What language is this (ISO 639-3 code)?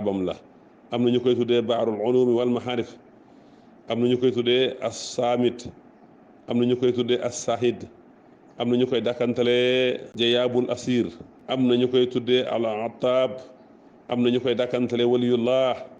wol